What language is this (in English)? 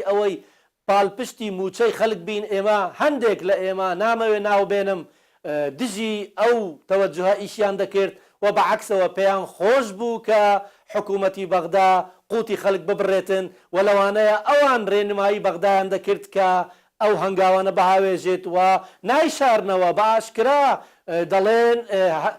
Central Kurdish